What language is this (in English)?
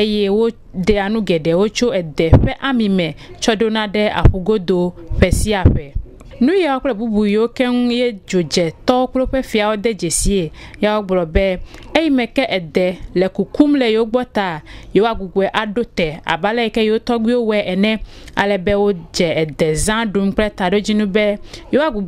Ewe